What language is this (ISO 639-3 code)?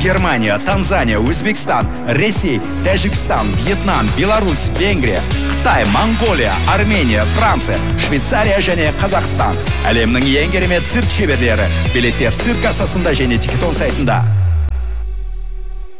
kaz